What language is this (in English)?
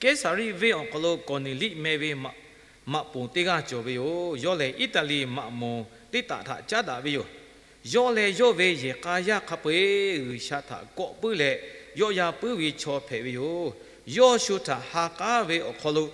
Lahu